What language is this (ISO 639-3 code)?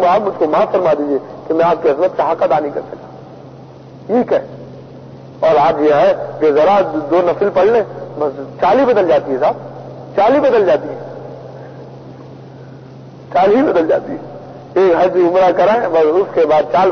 urd